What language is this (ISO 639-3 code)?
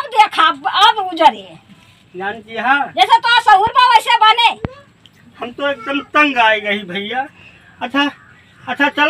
awa